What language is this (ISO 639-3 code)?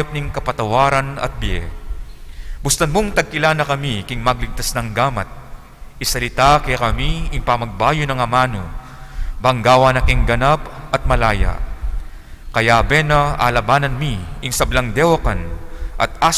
pam